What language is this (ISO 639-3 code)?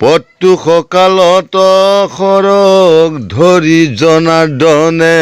asm